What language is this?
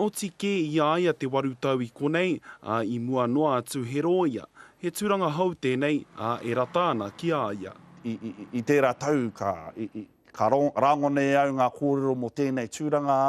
Māori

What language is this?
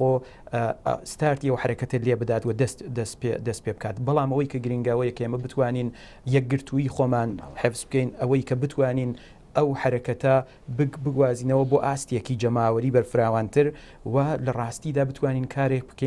Central Kurdish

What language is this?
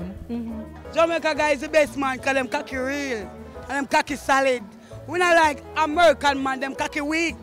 Jamaican Creole English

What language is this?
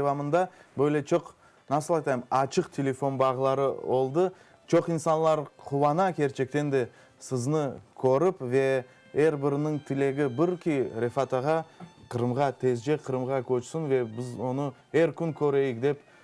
Crimean Tatar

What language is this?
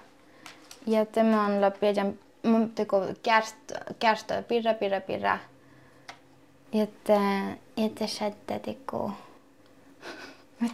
Finnish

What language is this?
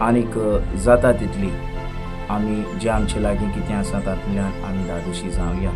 Konkani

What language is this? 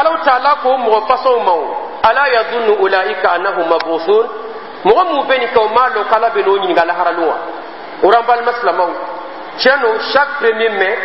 Dyula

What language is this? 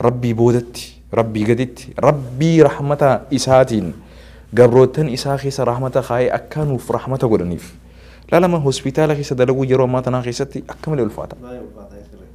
Oromo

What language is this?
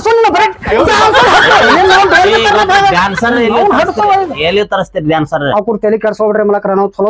Kannada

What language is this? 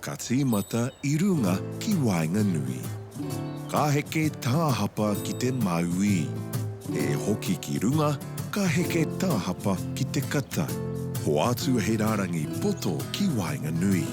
Māori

